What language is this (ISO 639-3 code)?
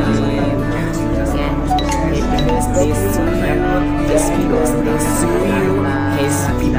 bew